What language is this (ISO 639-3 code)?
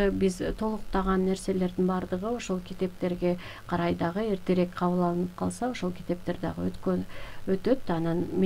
kir